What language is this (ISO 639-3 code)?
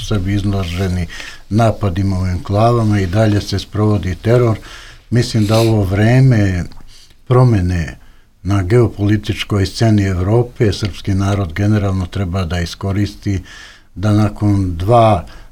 srp